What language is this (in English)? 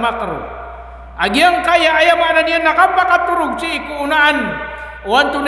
Maranao